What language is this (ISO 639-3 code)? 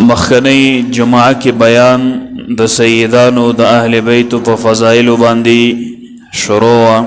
pus